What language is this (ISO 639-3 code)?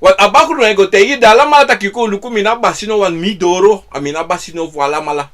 srn